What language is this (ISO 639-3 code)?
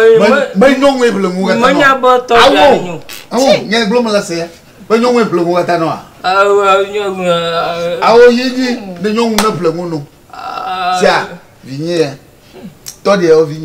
ewe